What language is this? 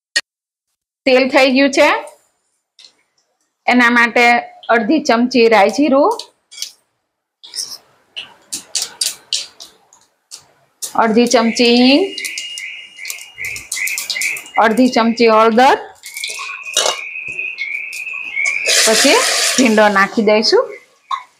Gujarati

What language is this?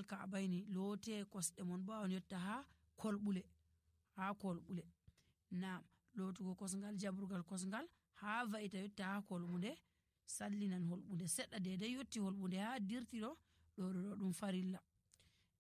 Nigerian Fulfulde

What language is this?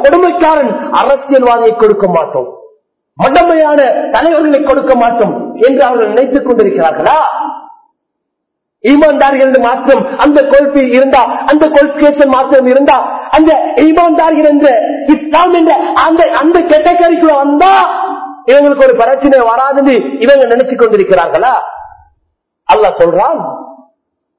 Tamil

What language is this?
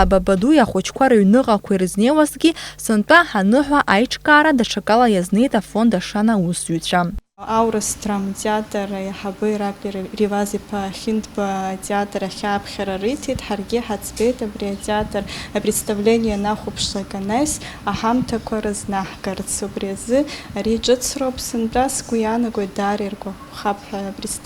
Abkhazian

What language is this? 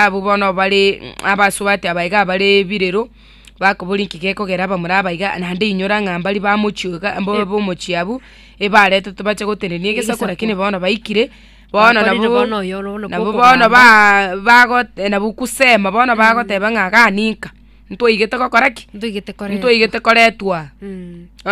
Gusii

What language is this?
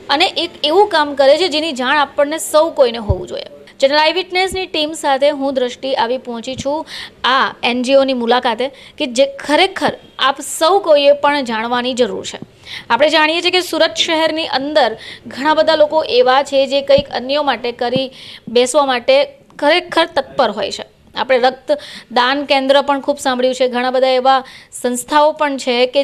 Gujarati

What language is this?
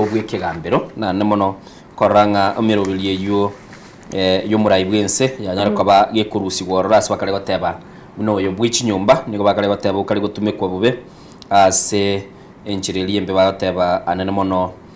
Gusii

